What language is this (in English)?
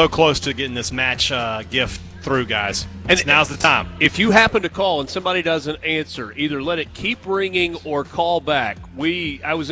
English